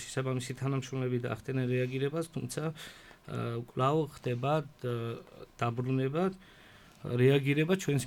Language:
Georgian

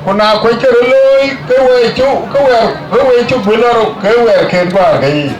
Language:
Dinka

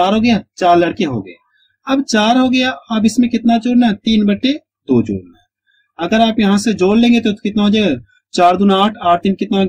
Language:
Hindi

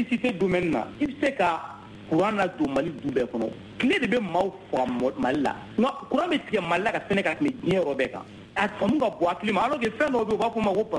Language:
Bambara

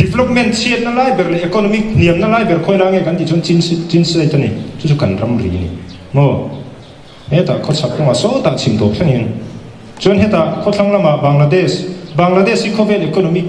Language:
Mizo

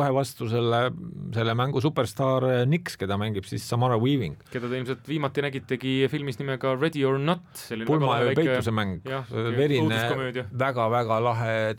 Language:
Estonian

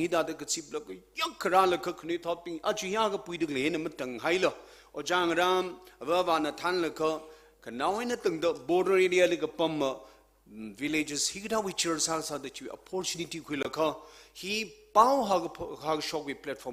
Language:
Tangkhul Naga (India)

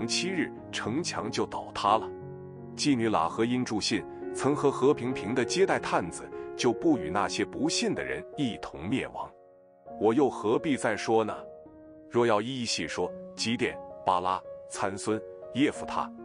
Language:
Chinese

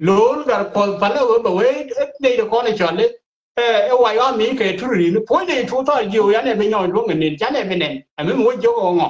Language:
Nuer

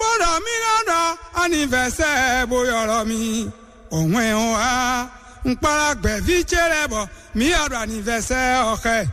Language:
Fon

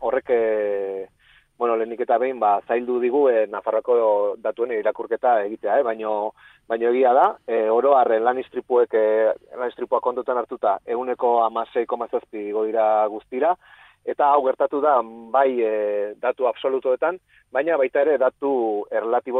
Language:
Basque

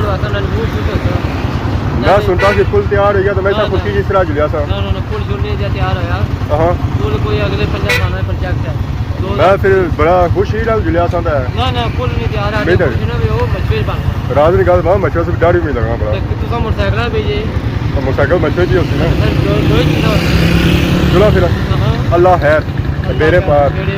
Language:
Pahari-Potwari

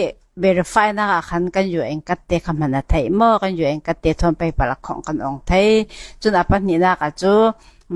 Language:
Falam Chin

